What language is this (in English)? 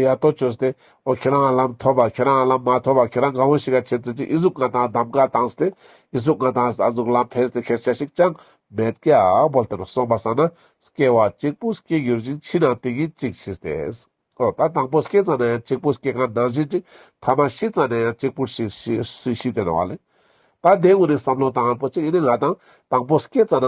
Ladakhi